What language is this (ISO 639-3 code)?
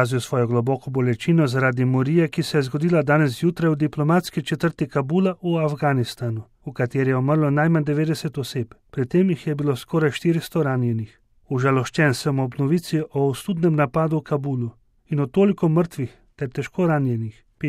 slv